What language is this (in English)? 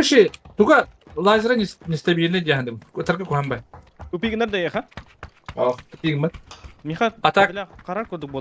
Yakut